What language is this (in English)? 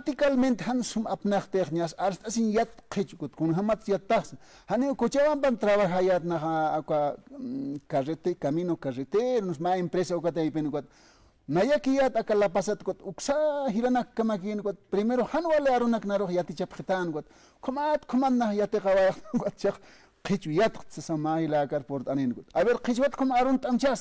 Aymara